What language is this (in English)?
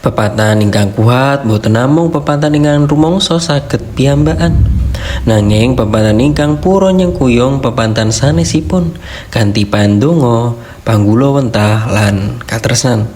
Javanese